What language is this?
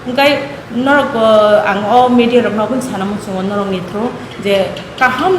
Kok Borok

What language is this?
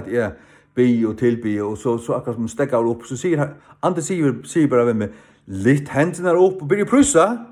Faroese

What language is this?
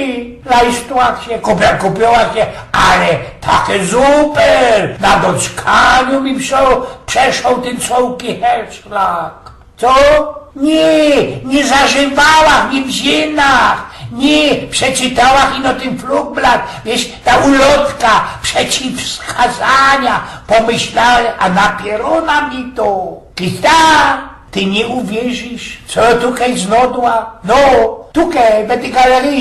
Silesian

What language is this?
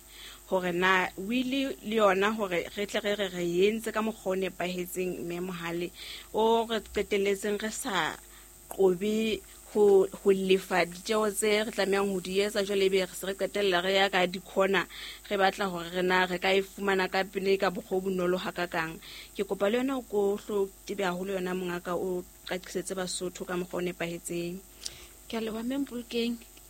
Southern Sotho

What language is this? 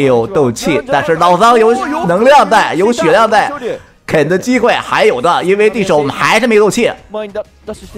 Chinese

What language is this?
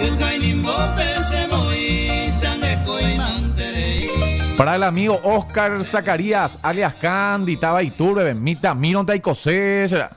Guarani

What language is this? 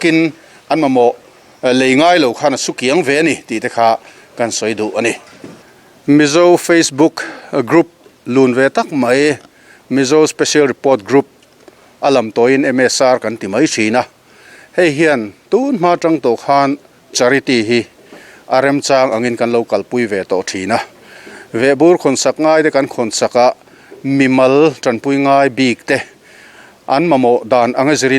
Mizo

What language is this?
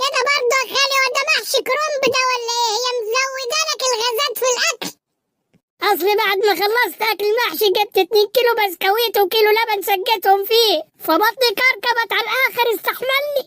Egyptian Arabic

